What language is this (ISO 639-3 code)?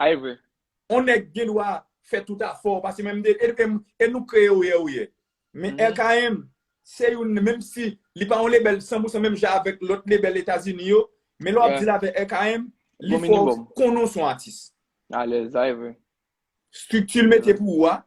hat